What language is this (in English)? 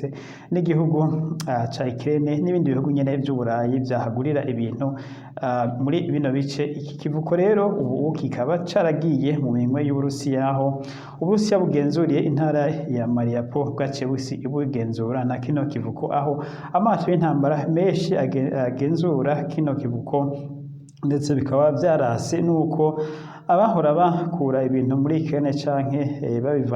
Rundi